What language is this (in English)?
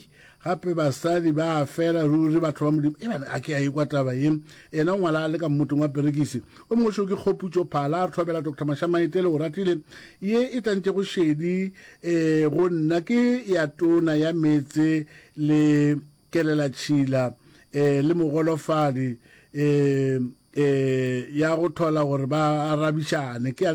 Northern Sotho